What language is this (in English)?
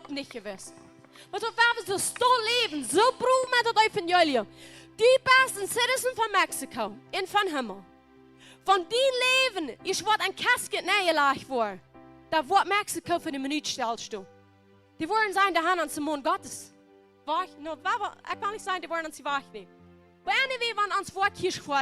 Plautdietsch